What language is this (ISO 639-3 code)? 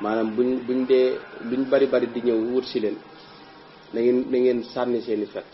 wol